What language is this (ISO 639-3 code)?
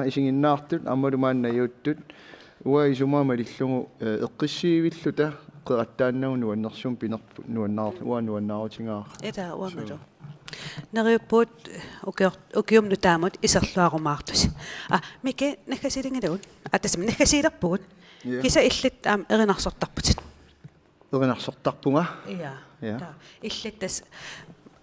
kal